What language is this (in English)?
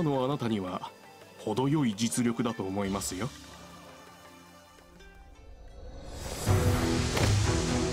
Japanese